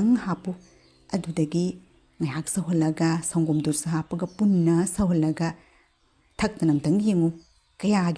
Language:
Manipuri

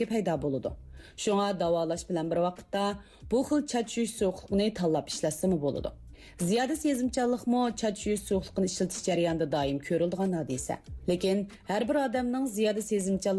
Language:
Uyghur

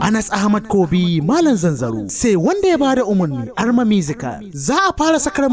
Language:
Hausa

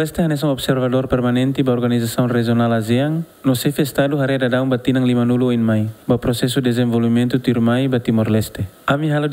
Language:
Tetum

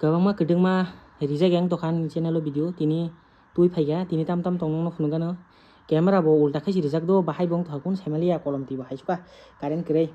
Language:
Kok Borok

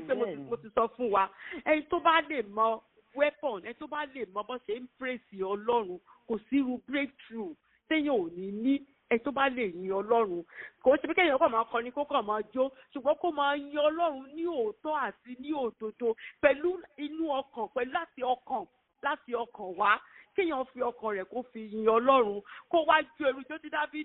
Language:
Yoruba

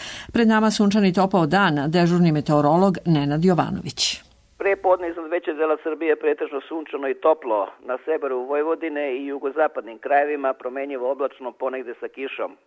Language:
Serbian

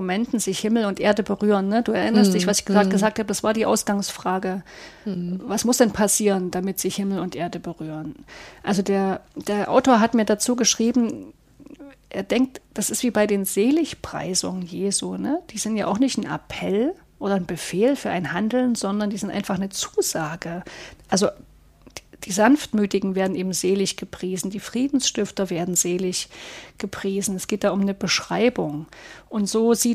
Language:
German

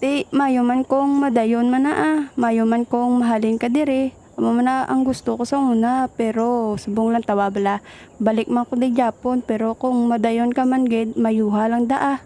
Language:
Hiligaynon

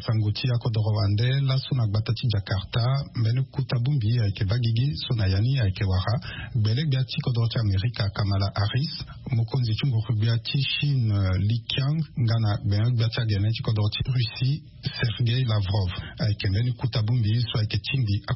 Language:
Sango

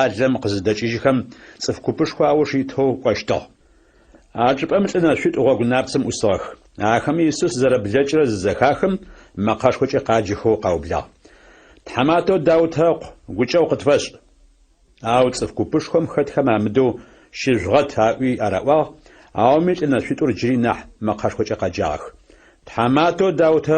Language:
Adyghe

